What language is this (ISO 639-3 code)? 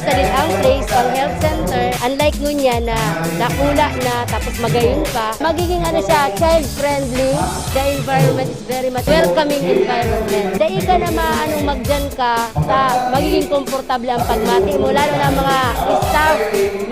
bik